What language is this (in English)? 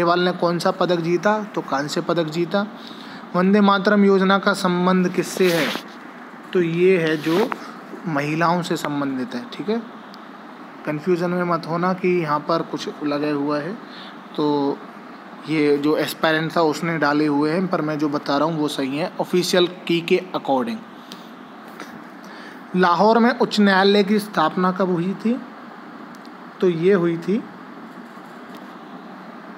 Hindi